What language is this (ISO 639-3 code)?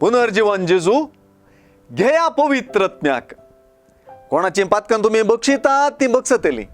kok